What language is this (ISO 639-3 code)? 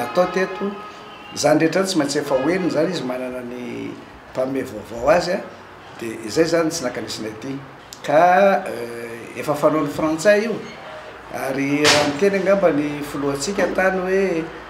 mlg